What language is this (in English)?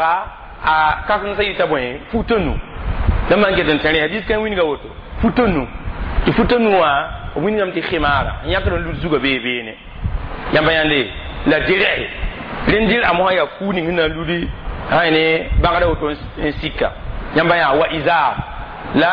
Mossi